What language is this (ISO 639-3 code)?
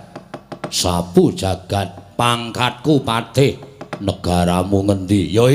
jav